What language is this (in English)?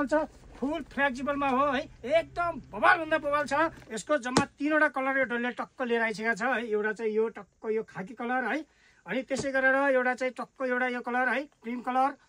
Nepali